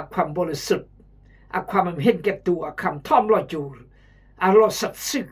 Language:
Khmu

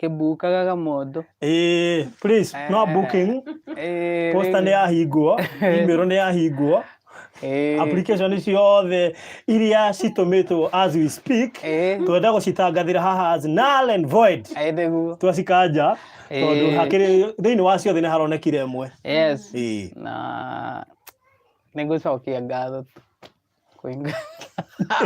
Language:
Kikuyu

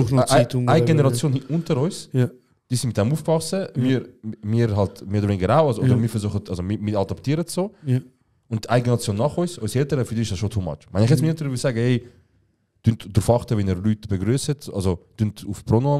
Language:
Swiss German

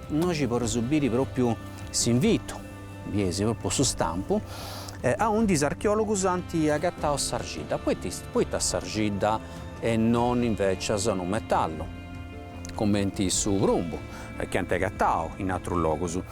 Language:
Sardinian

